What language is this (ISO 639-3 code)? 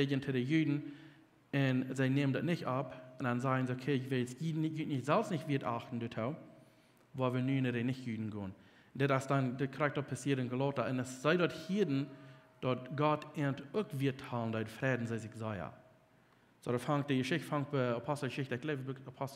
pdt